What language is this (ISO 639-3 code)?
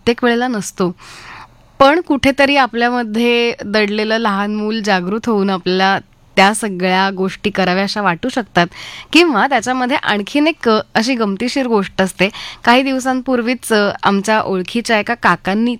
mar